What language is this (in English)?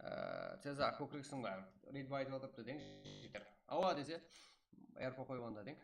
Kara-Kalpak